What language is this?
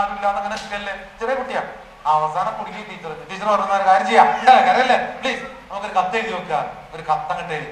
Malayalam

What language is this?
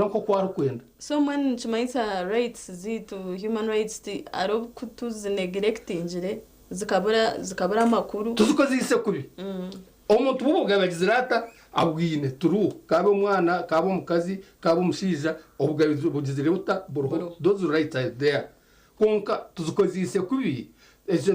Nyankole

